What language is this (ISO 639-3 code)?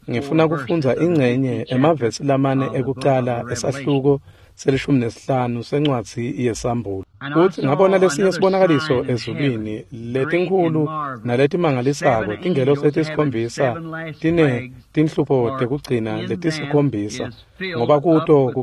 ssw